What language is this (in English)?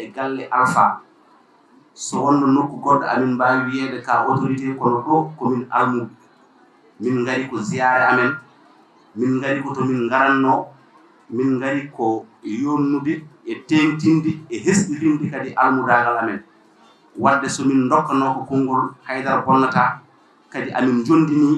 Fula